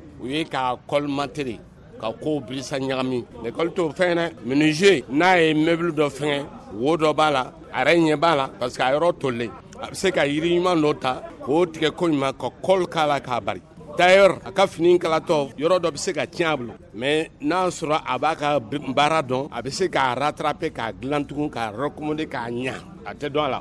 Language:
Bambara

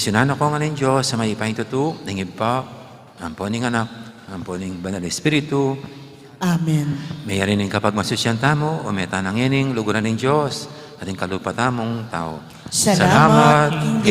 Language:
Pampanga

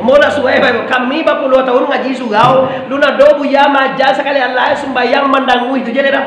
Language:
Minangkabau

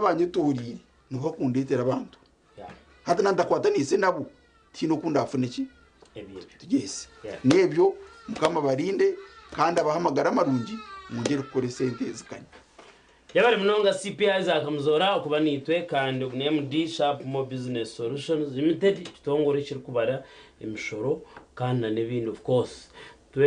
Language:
Nyankole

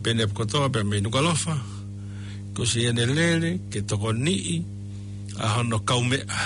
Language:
Tongan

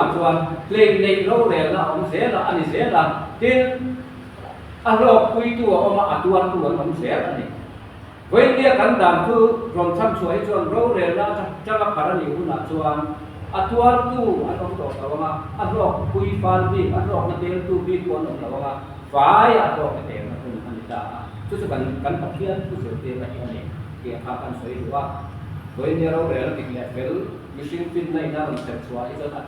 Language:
Mizo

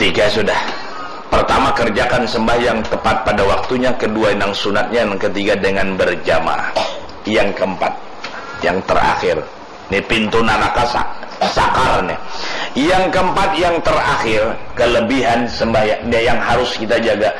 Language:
Banjar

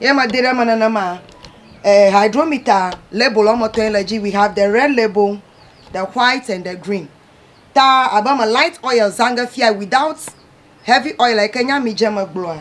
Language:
Ewe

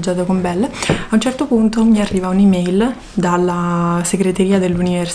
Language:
Italian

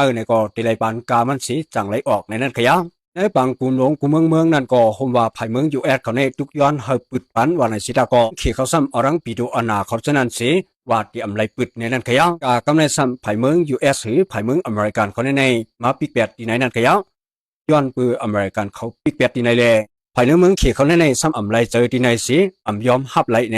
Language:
Shan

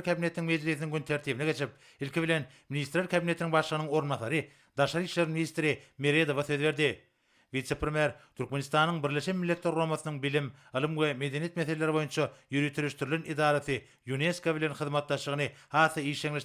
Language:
Turkmen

